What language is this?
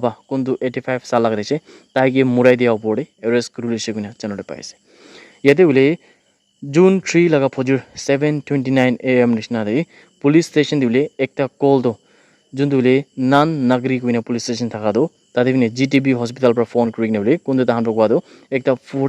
Naga Pidgin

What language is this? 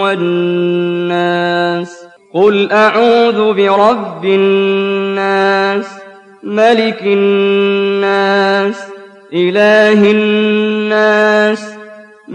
Arabic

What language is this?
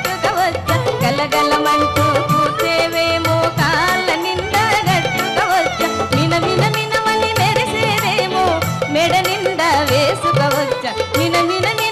Telugu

